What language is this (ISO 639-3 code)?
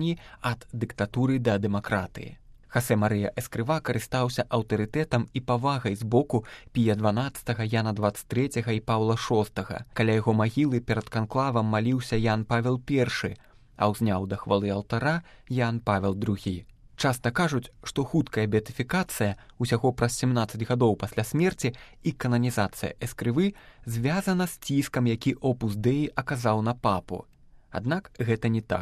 bel